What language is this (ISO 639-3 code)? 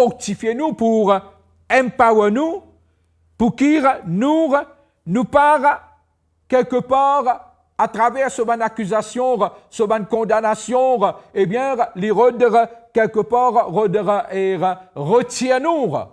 mfe